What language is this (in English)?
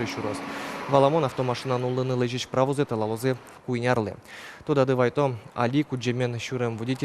Udmurt